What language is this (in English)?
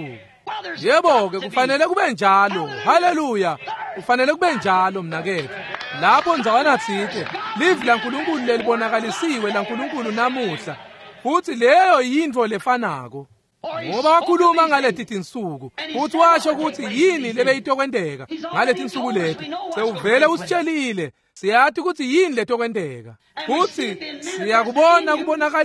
Swati